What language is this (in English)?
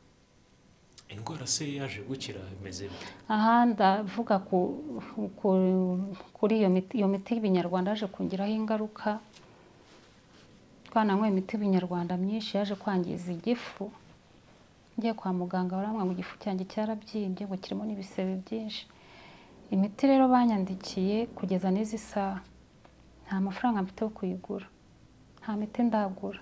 Kinyarwanda